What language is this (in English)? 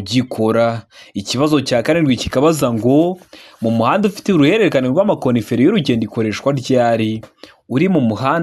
Kinyarwanda